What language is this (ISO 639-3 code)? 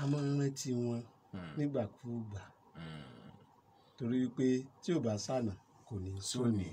yor